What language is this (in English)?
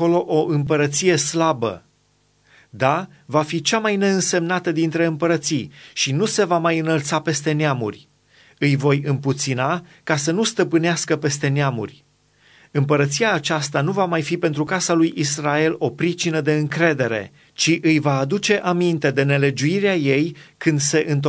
Romanian